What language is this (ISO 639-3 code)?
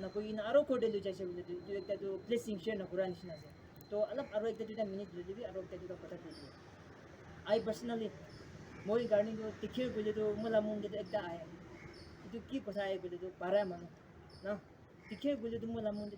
nag